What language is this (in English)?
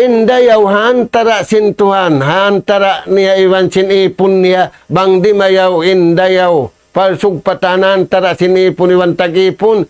Tausug